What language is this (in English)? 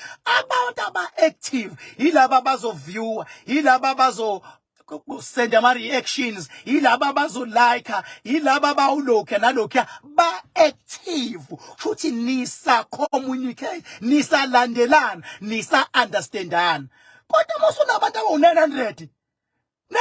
Zulu